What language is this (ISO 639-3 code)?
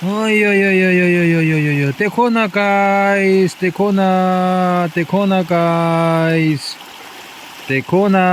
nag